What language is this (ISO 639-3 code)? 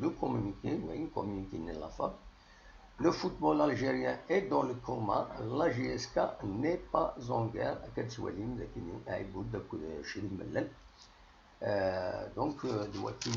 kab